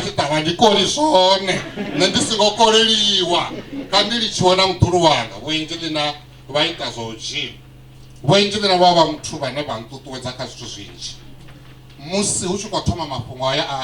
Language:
Venda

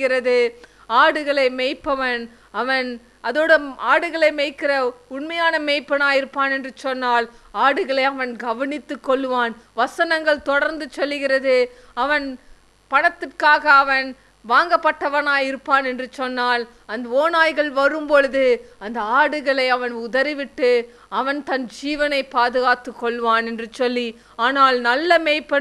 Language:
Tamil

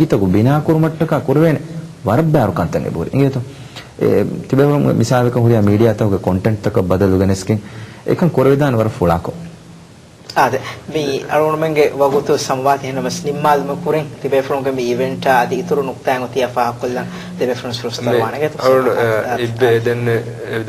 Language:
Divehi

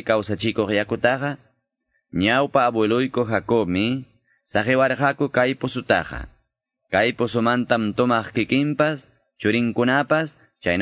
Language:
Quechua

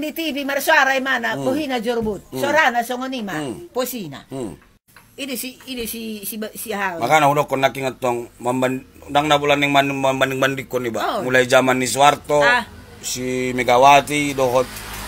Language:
Batak Toba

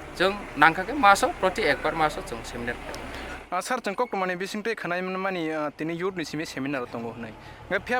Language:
Kok Borok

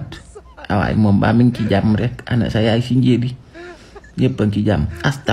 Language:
Wolof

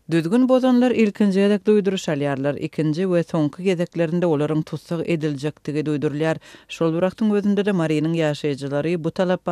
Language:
Turkmen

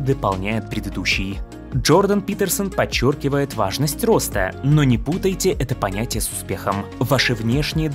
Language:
Russian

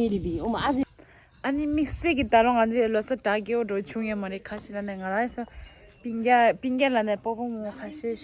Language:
Tibetan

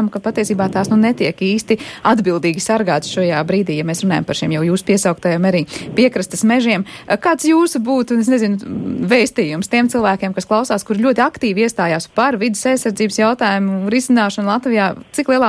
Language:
Latvian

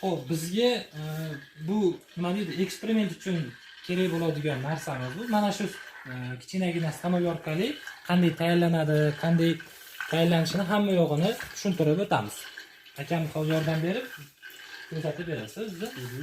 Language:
Uzbek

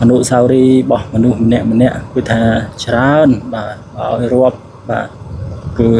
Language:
Khmer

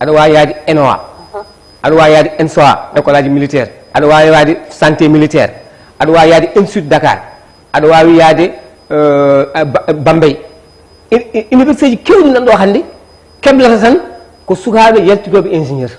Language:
Fula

